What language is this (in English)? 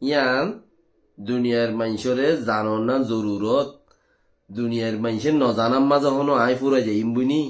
Rohingya